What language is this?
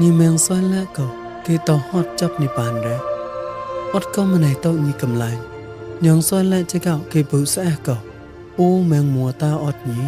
Mon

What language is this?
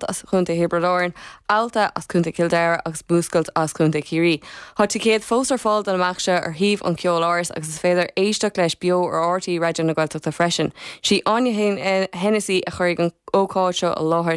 Irish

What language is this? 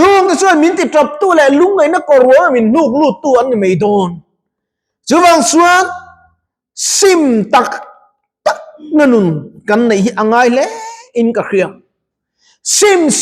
Mizo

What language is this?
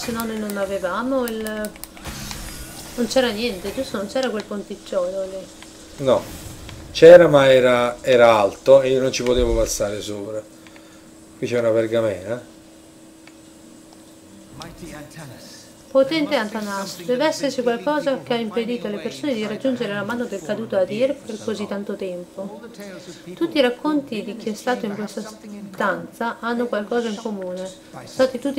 Italian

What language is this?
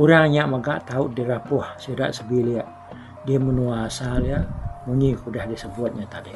Iban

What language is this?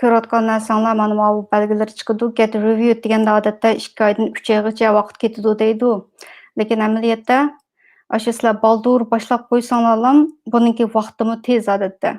Uyghur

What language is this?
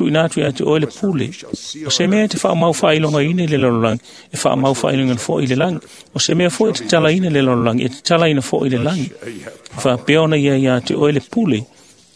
Samoan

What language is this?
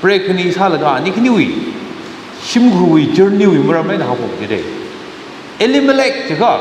Tangkhul Naga (India)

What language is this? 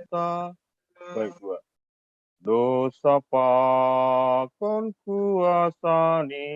Batak Simalungun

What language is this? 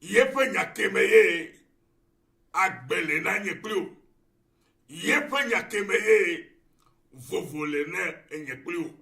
Ewe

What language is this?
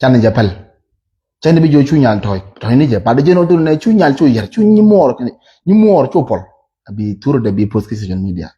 Nuer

